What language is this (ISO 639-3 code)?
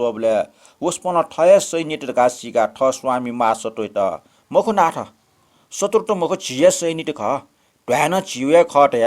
new